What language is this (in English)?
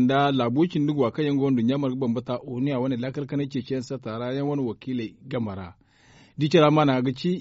Zarma